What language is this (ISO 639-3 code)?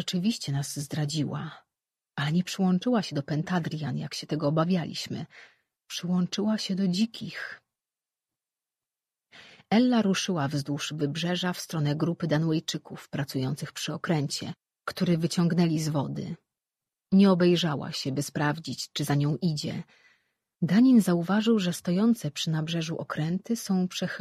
pol